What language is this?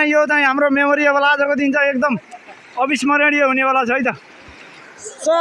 Nepali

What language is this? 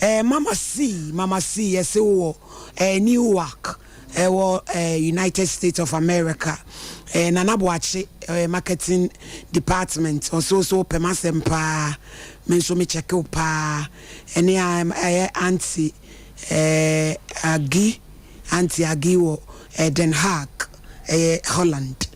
Akan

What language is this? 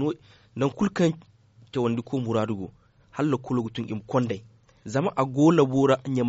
Zarma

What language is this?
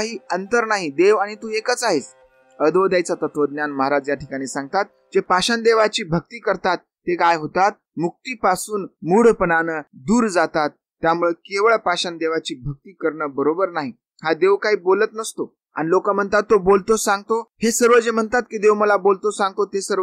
Marathi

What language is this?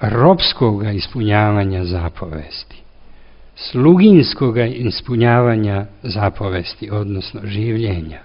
Serbian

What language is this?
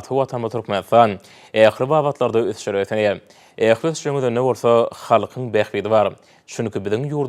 Turkmen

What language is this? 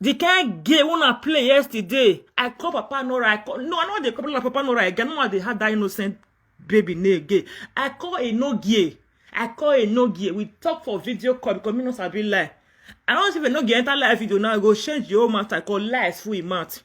Nigerian Pidgin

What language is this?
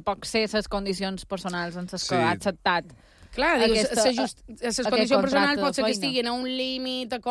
Catalan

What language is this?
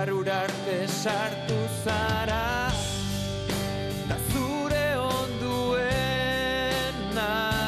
Basque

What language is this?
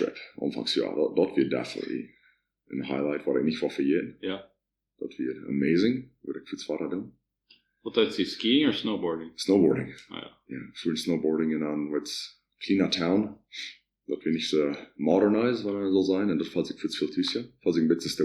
Plautdietsch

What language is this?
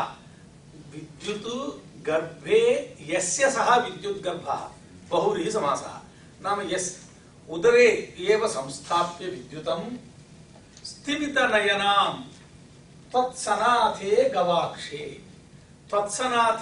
Sanskrit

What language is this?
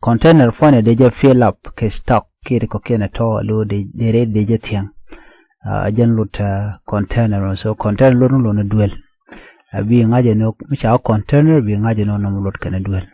Nuer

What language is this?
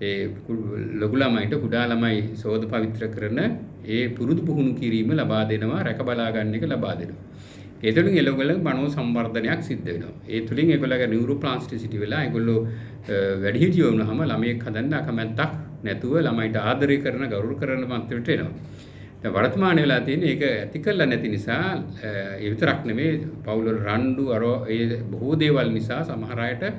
Sinhala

